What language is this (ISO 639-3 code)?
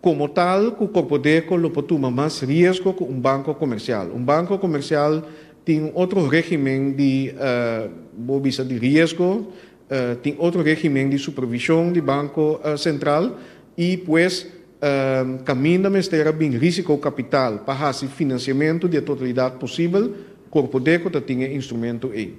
pap